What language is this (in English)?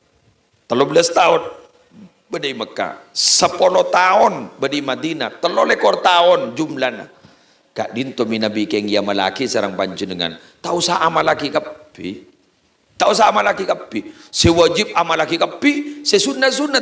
Madurese